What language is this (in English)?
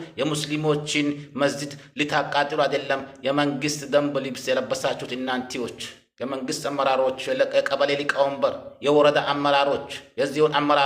Amharic